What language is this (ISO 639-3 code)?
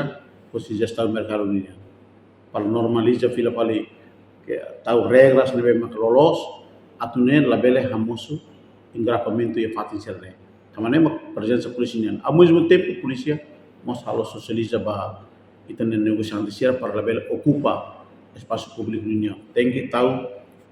tet